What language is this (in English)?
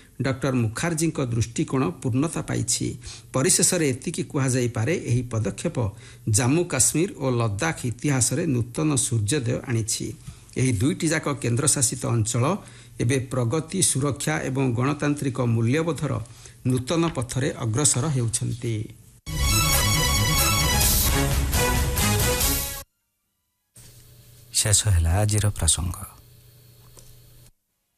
Odia